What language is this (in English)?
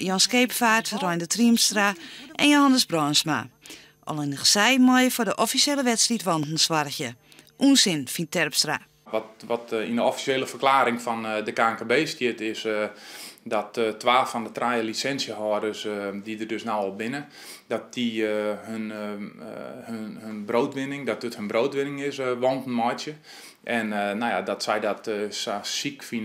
Western Frisian